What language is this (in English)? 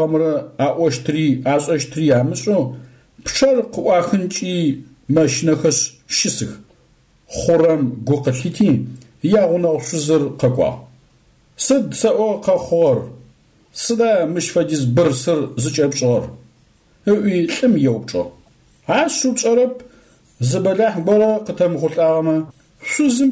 Adyghe